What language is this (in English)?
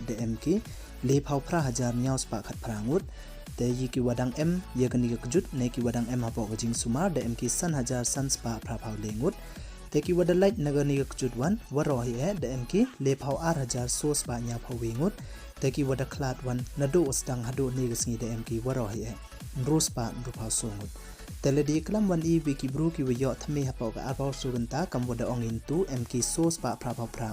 Pnar